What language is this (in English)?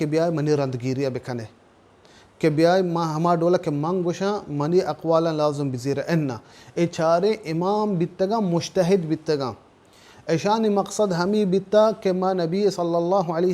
Baluchi